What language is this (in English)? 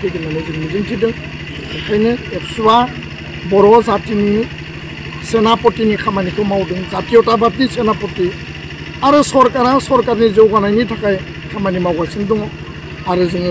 Bodo